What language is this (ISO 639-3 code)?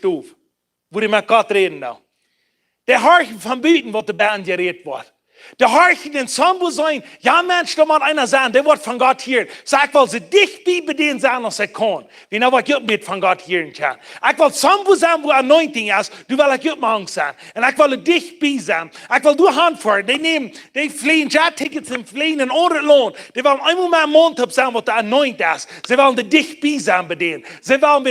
pdt